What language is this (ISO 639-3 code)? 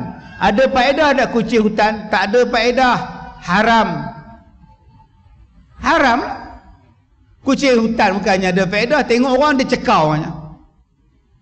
msa